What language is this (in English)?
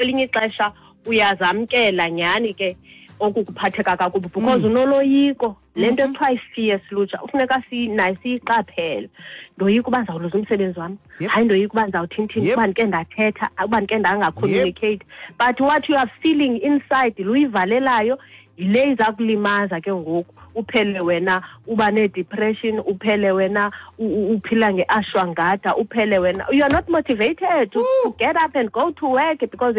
Xhosa